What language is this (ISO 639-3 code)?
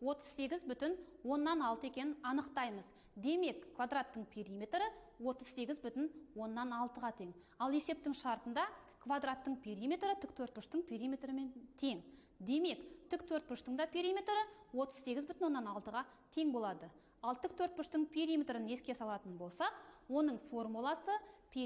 kaz